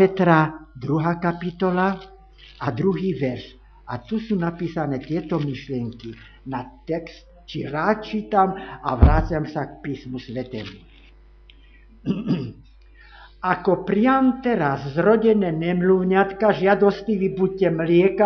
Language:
Slovak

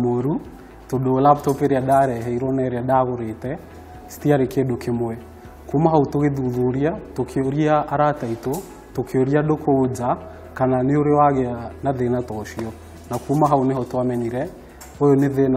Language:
Kikuyu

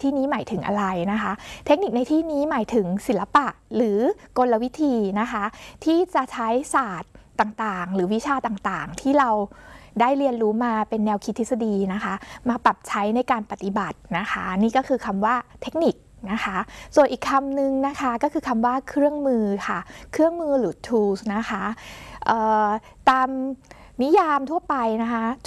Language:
Thai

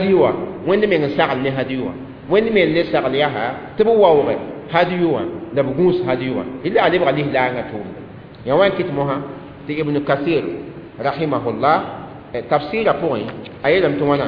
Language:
Mossi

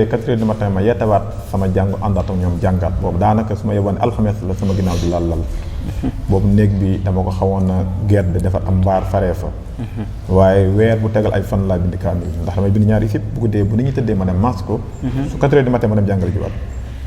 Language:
Wolof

